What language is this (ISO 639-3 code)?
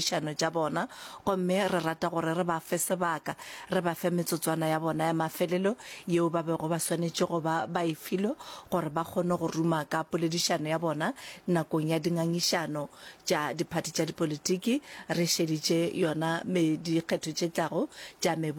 nso